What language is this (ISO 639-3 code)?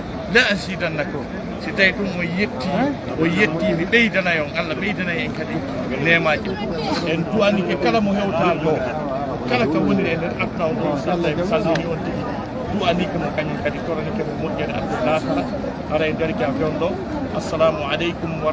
fuf